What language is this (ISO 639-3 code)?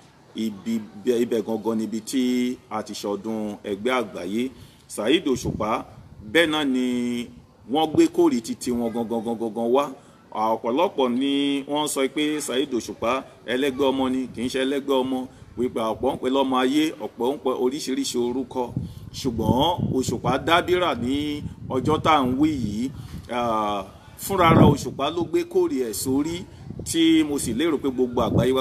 yor